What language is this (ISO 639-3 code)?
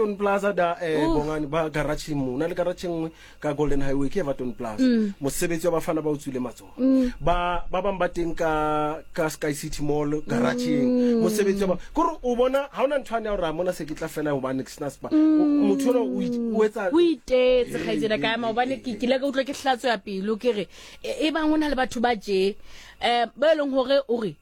sot